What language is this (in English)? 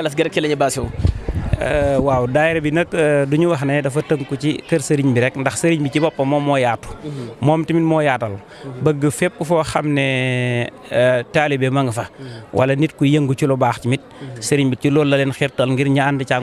Wolof